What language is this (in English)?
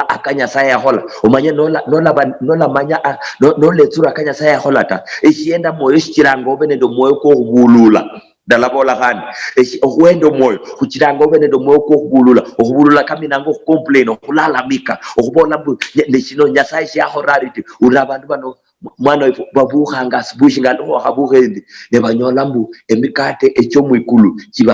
Luyia